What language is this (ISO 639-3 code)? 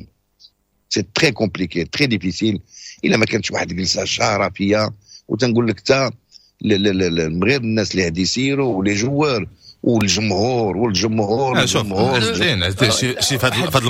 ary